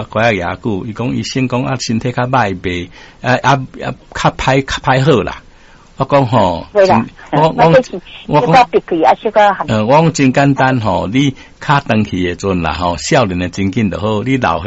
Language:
Min Nan Chinese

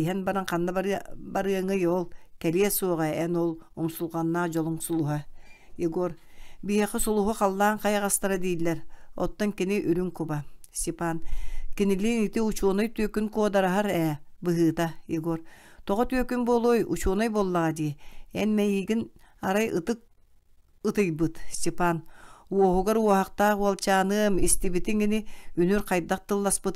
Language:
Yakut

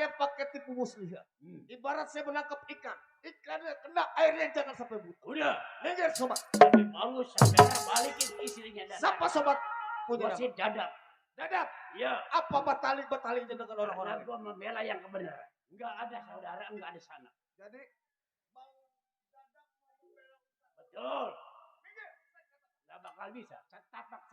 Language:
Betawi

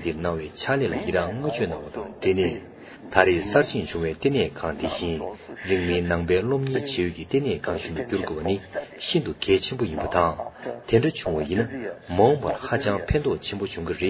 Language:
Tibetan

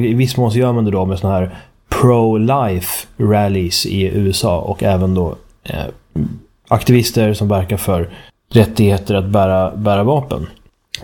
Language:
Swedish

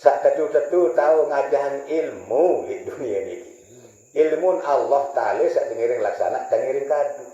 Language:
Sasak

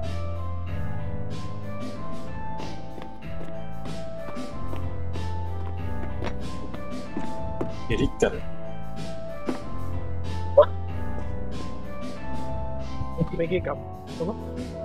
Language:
Indonesian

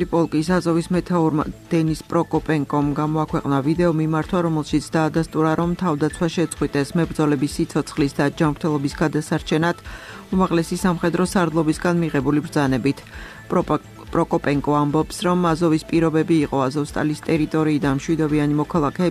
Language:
Georgian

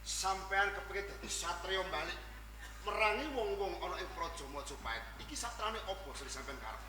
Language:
Javanese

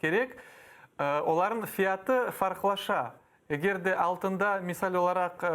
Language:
Crimean Tatar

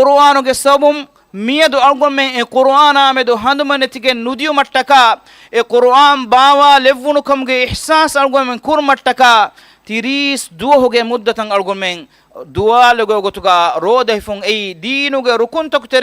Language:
Divehi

